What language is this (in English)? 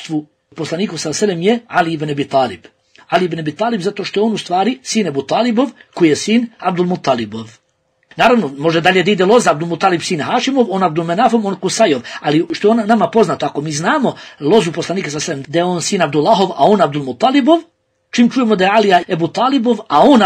Bosnian